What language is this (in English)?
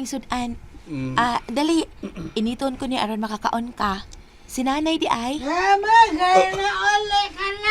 Cebuano